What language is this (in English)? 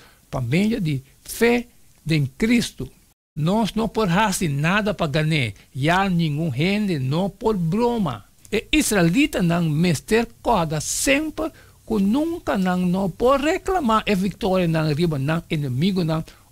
Papiamento